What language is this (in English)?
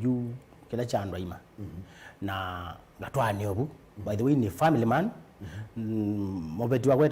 Kamba